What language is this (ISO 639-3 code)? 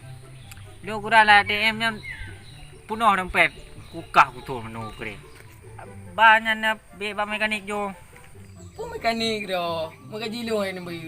ace